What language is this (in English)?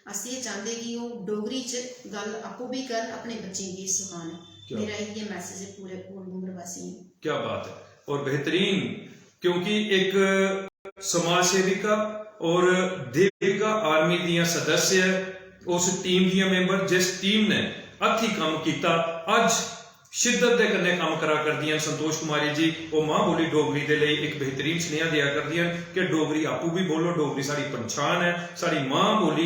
Dogri